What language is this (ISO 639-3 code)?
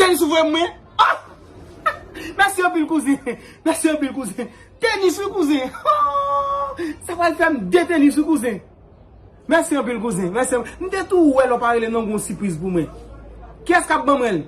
hat